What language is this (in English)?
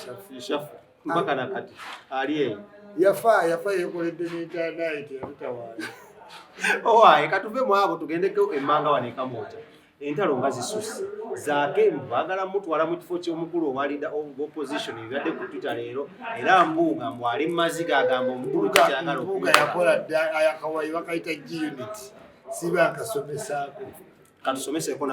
Ganda